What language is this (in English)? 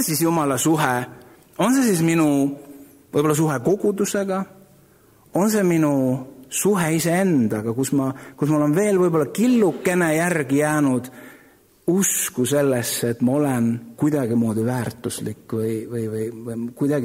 Estonian